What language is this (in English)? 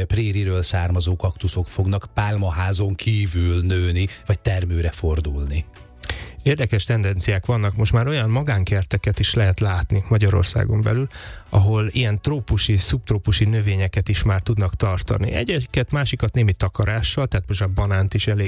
Hungarian